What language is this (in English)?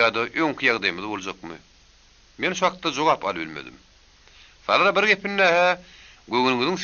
Turkmen